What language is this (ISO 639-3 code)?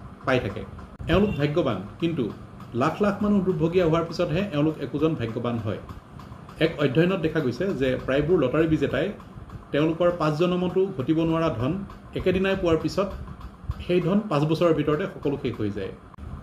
asm